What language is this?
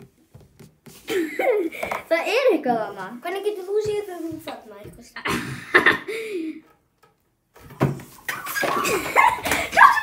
Icelandic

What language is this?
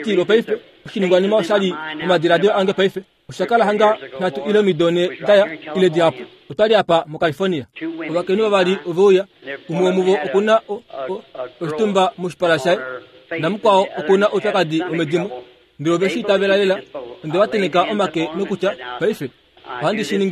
Kuanyama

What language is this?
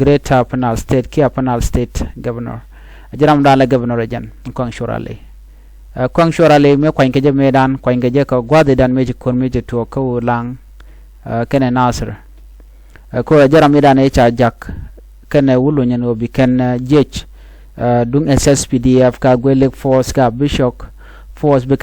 Nuer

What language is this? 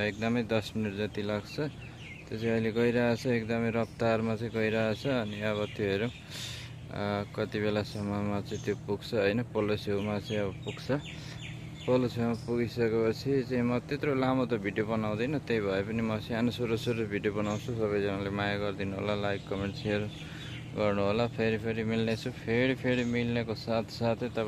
Nepali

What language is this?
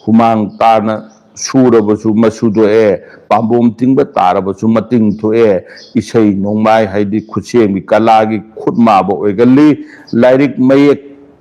Manipuri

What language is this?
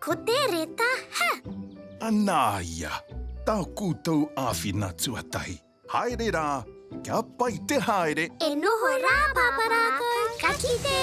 Māori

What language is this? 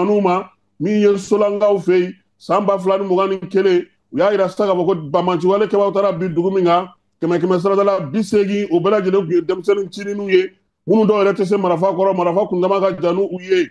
Bambara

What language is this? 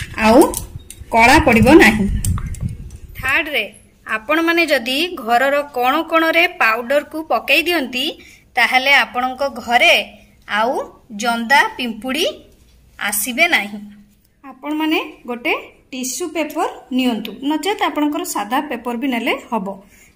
Odia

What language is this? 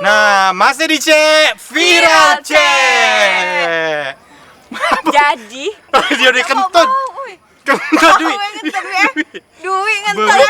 Musi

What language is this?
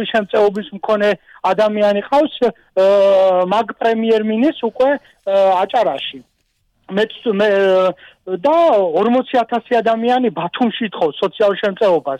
Georgian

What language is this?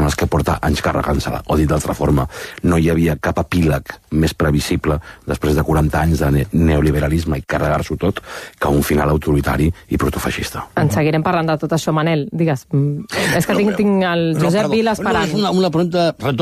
Catalan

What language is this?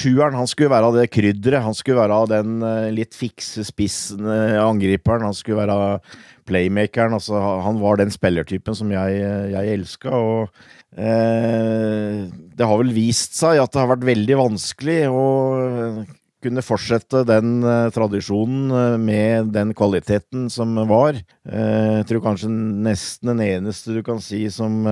Norwegian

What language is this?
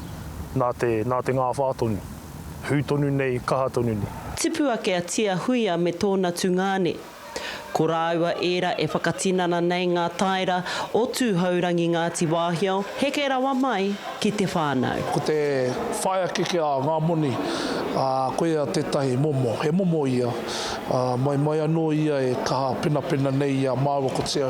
Māori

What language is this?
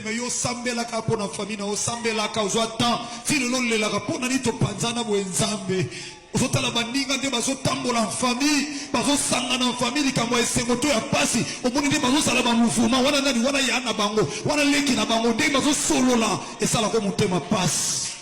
Lingala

